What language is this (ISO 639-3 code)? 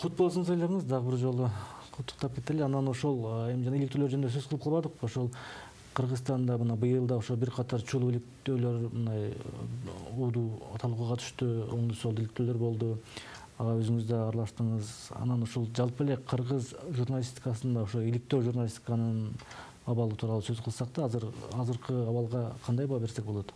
kir